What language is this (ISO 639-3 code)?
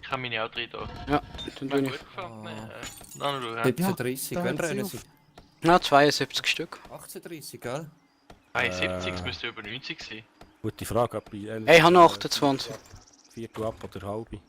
gsw